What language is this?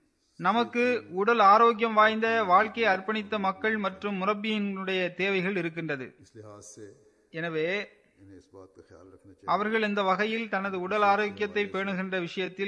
Tamil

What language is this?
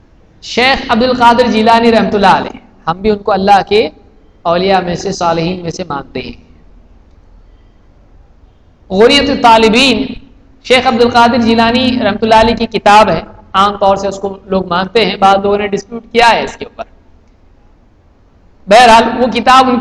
Urdu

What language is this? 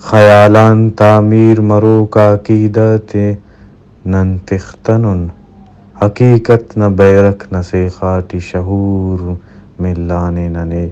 Brahui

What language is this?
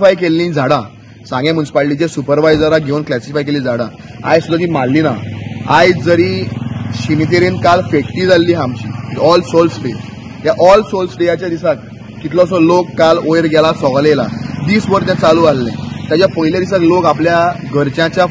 Konkani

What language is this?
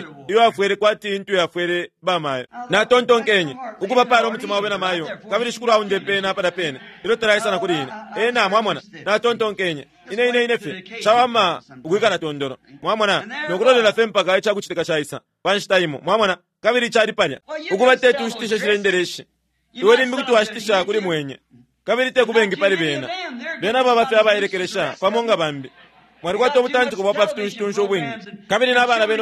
Bemba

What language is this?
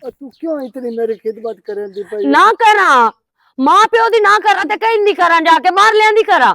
Western Panjabi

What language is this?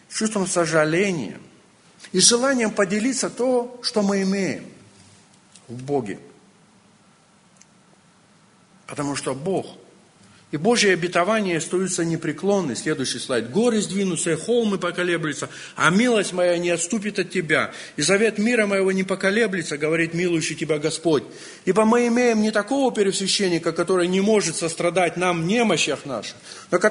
Russian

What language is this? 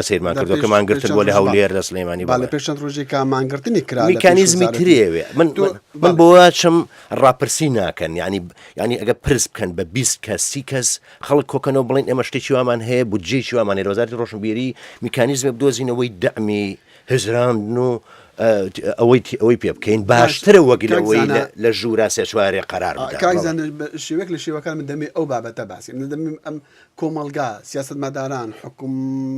Central Kurdish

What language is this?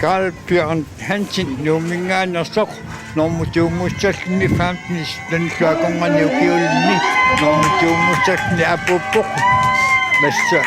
Kalaallisut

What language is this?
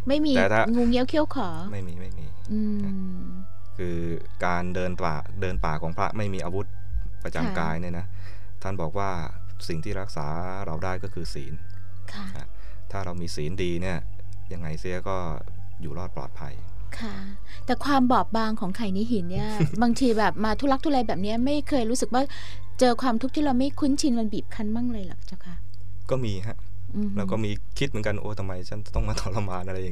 Thai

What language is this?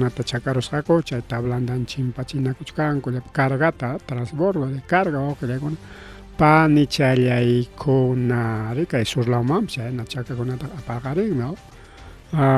Ayacucho Quechua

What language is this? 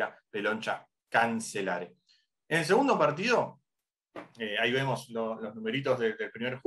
Spanish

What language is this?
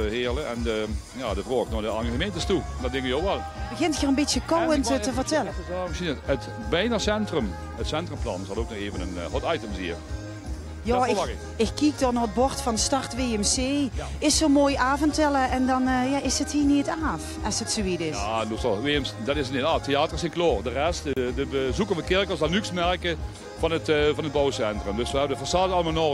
Limburgish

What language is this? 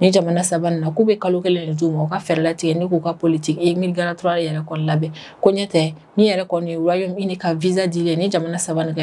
Bambara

